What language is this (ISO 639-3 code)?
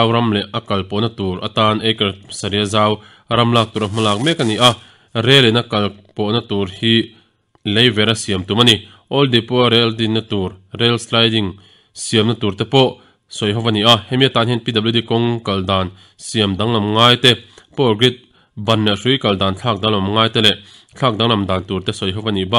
lus